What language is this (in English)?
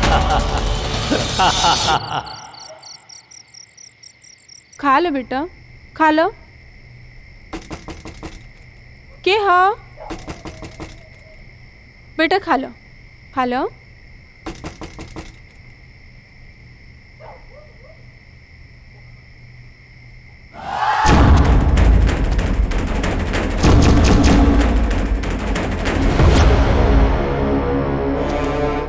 Bhojpuri